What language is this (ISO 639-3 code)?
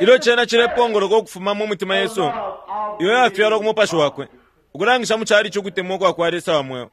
bem